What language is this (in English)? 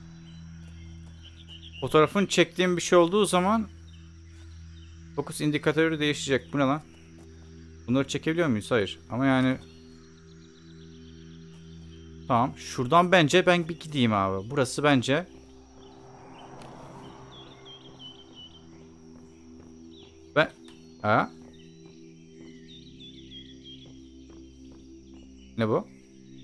Turkish